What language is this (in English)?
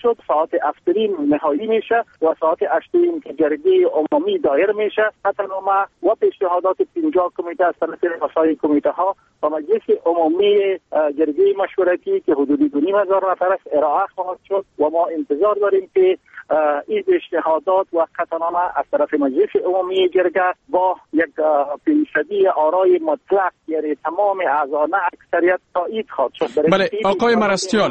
Persian